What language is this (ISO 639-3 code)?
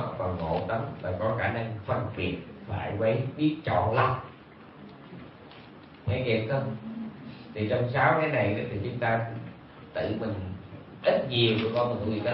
vie